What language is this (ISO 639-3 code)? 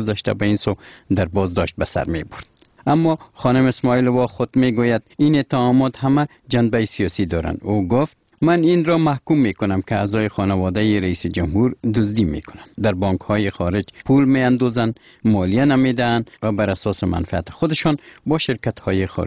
fas